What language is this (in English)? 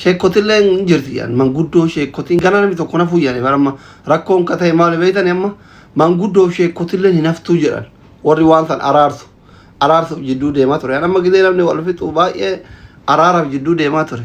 Oromo